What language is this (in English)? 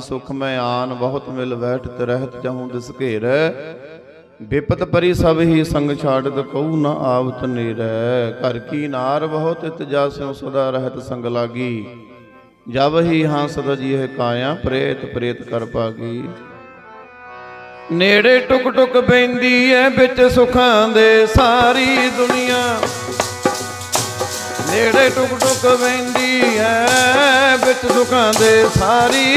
Punjabi